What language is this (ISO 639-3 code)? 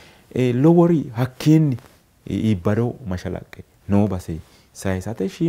sid